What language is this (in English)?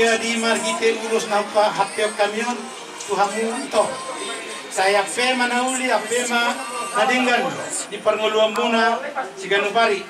Batak Toba